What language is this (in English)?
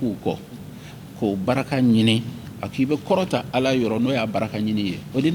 Bambara